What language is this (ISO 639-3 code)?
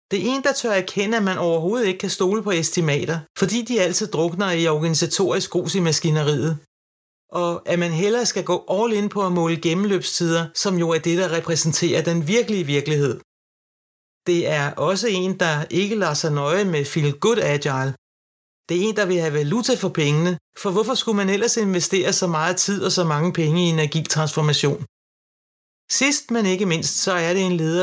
dan